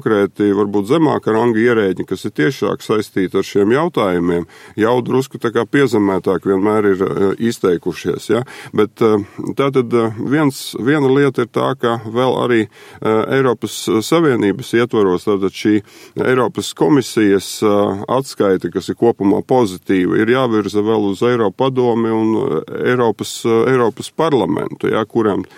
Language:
Latvian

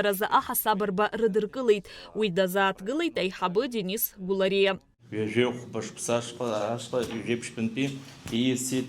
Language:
Abkhazian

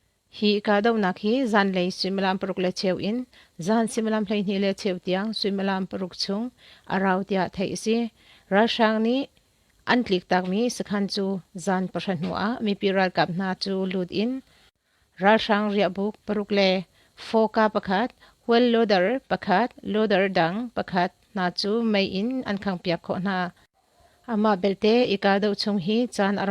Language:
Hakha Chin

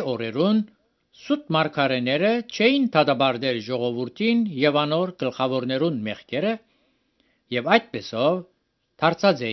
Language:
Armenian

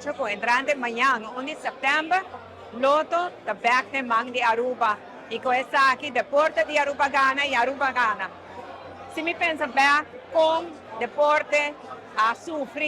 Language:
Papiamento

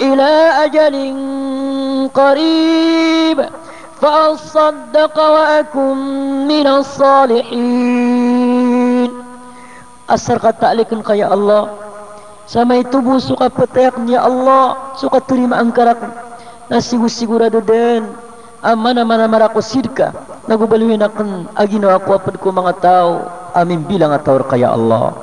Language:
Maranao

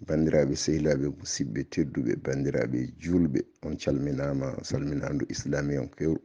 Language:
Fula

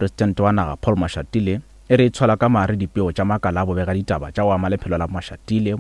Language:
Northern Sotho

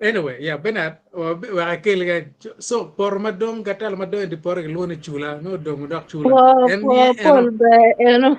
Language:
Acoli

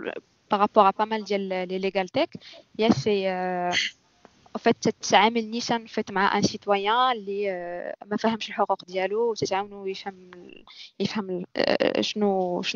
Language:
Moroccan Arabic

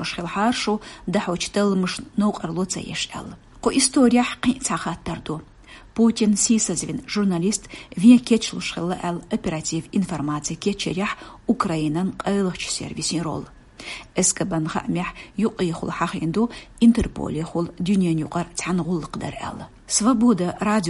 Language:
Chechen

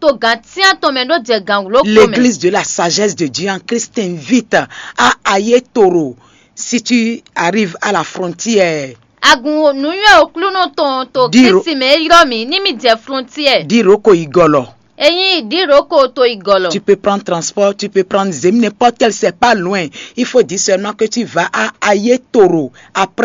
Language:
Fon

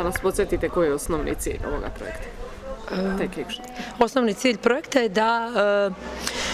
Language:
Serbian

